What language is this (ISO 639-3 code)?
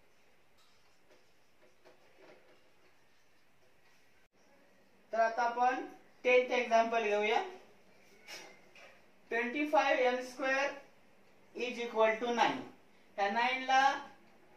mar